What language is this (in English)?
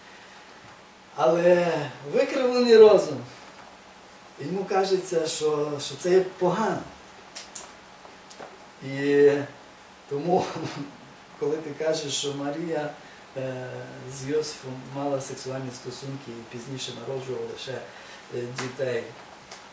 Ukrainian